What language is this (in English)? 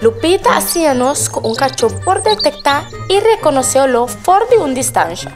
Papiamento